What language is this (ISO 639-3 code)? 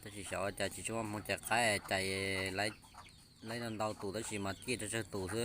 hmn